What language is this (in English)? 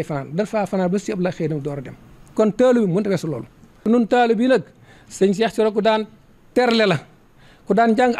Wolof